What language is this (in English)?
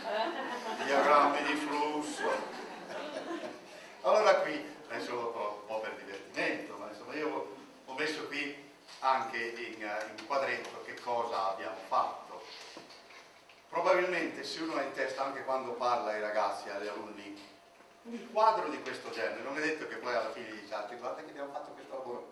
Italian